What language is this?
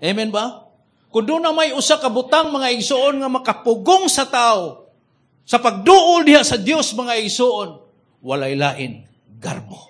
Cebuano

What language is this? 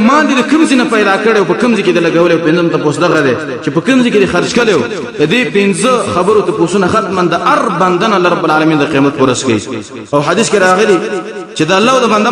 Pashto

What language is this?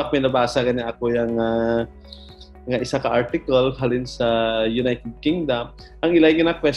Hiligaynon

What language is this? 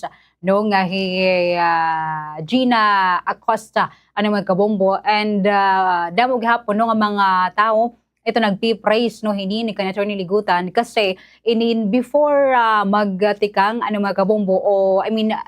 Waray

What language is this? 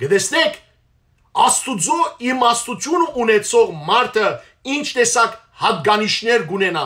Western Armenian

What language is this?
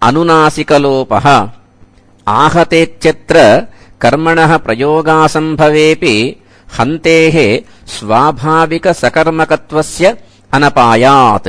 Sanskrit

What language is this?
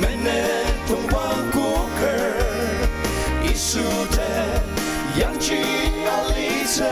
Ao Naga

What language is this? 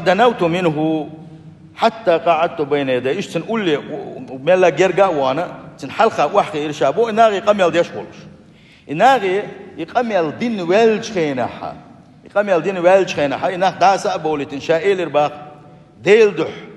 Chechen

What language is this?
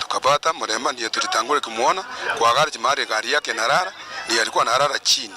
Gusii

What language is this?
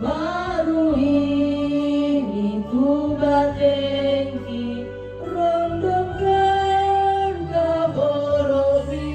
Toraja-Sa'dan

